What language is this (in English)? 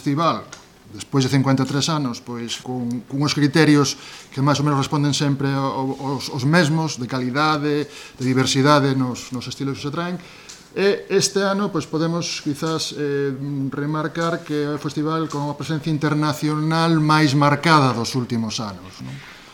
Galician